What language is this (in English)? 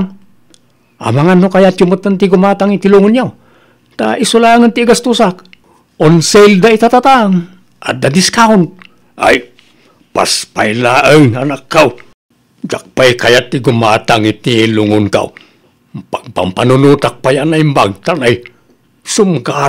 Iloko